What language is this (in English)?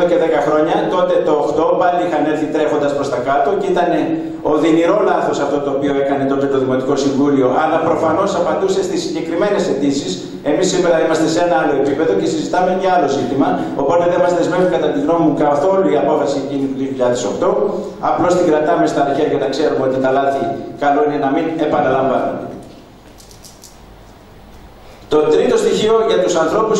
Greek